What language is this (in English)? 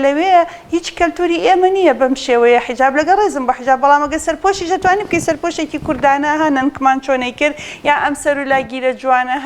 Central Kurdish